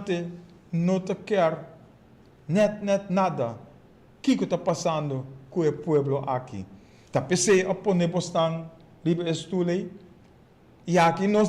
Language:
Papiamento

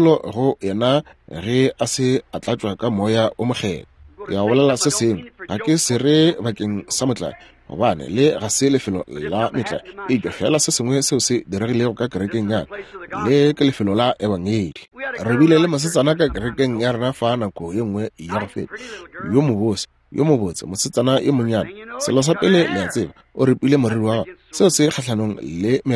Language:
Northern Sotho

